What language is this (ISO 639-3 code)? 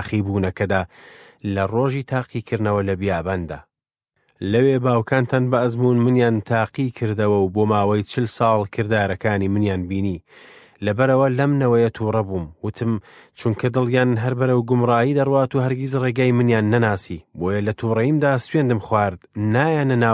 ckb